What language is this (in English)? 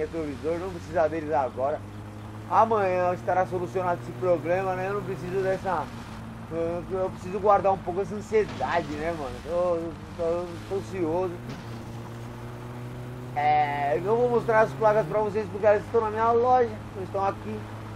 Portuguese